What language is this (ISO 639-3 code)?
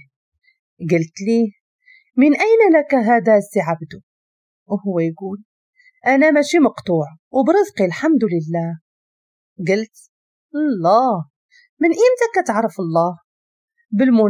ary